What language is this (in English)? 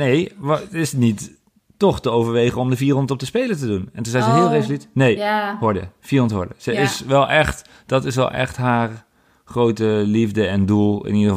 Dutch